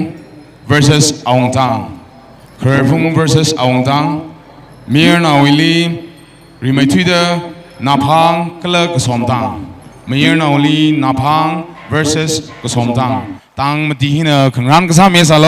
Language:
Tangkhul Naga (India)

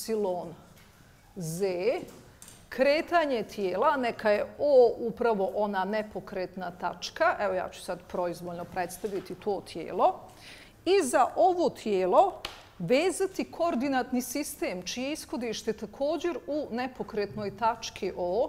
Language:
Bosnian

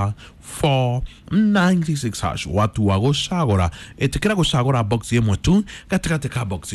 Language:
Kikuyu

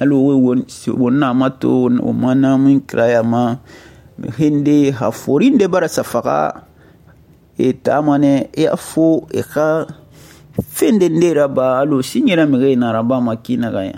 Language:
Susu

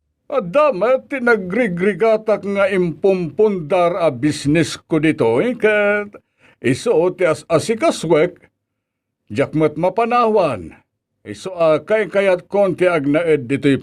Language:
Iloko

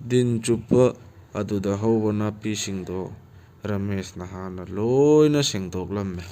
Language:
Manipuri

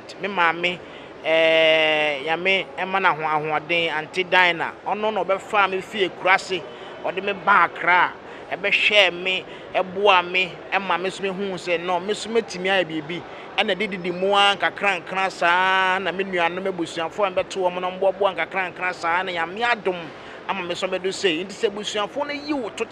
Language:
Akan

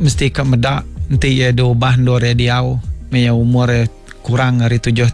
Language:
Iban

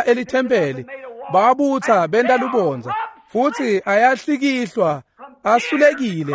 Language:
Swati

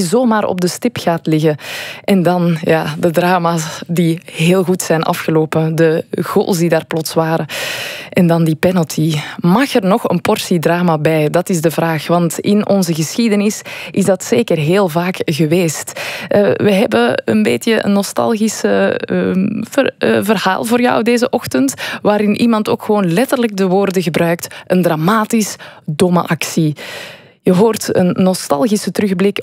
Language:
Dutch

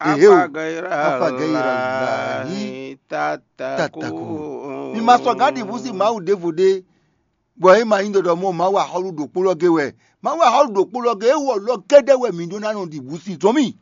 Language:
Fon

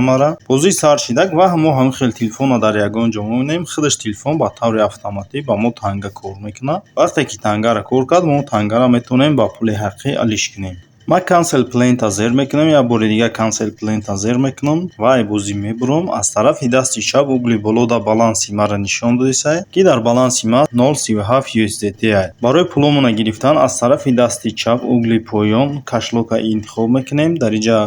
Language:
Tajik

